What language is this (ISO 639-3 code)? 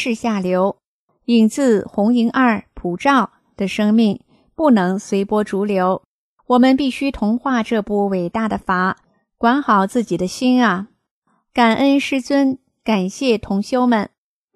zho